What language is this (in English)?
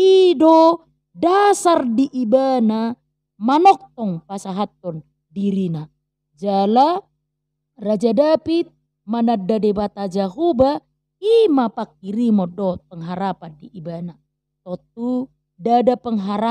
Batak Toba